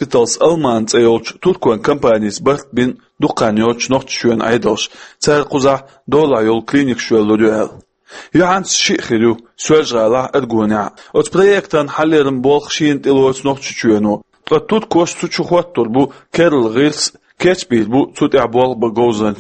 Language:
Chechen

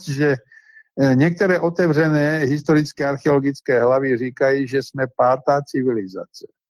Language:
Czech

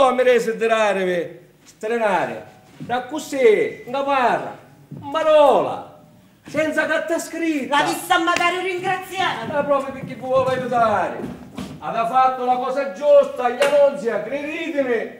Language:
Sicilian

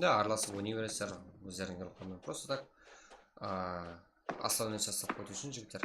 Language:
Kara-Kalpak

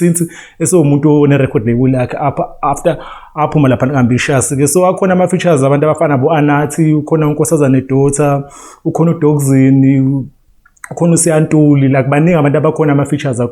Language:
Zulu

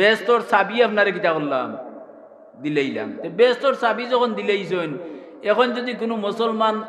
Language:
Sylheti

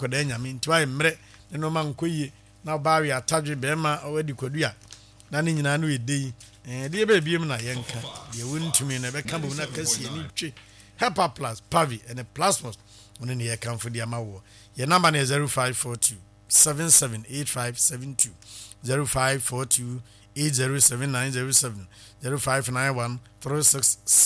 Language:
Akan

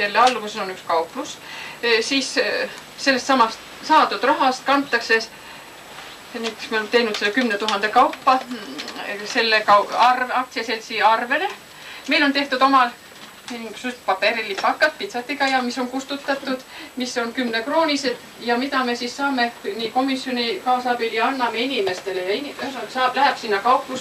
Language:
Estonian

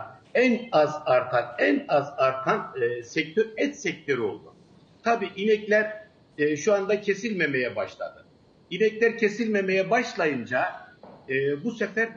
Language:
Turkish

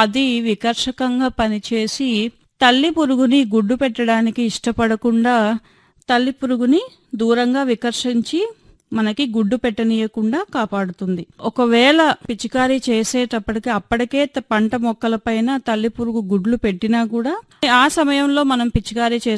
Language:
Telugu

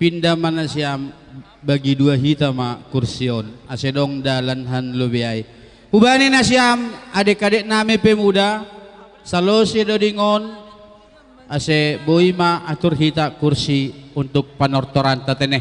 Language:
Batak Simalungun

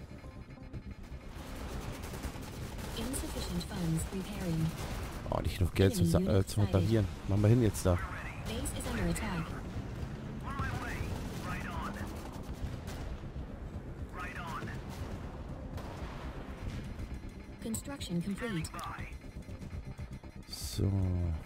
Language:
German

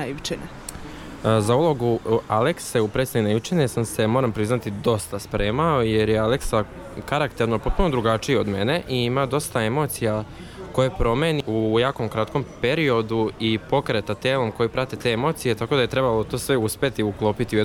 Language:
Serbian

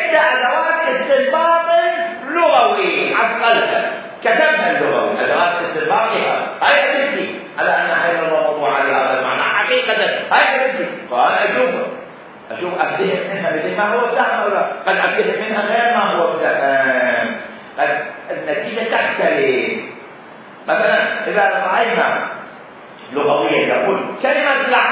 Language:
Mesopotamian Arabic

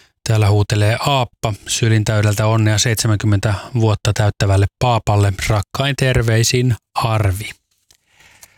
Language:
Finnish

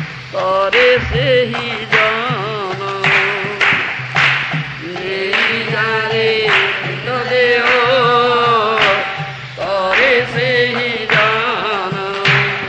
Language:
Odia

